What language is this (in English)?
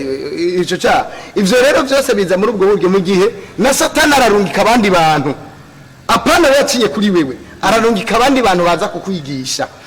Rundi